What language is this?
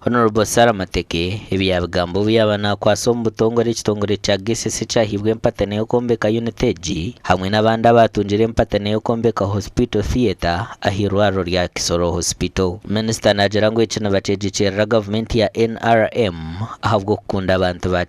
Nyankole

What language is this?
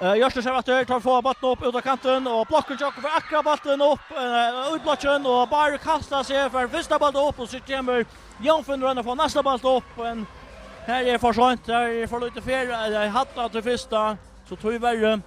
Faroese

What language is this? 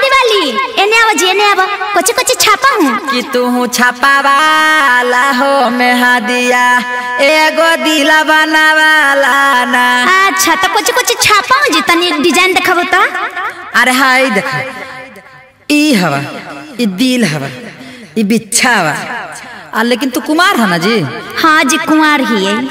Bhojpuri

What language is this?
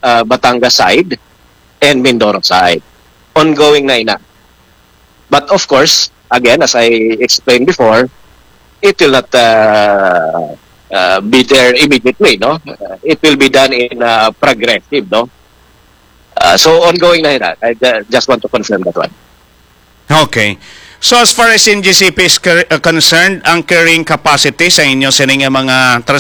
Filipino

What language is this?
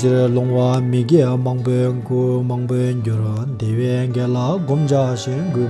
Tibetan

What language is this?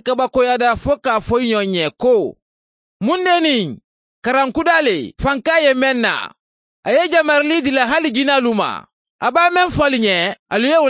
Mandingo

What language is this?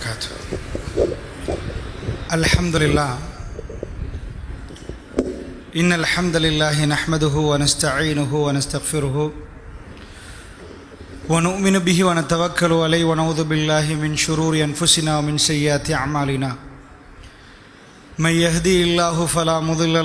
Tamil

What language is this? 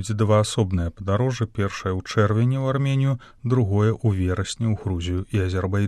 Belarusian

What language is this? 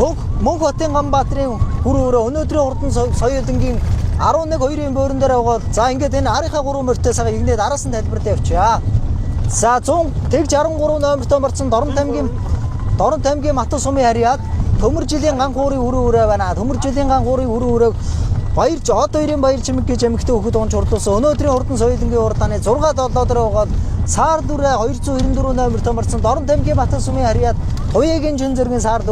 Mongolian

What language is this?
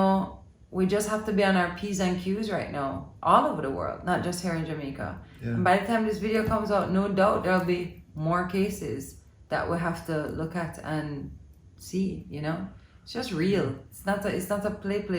Jamaican Creole English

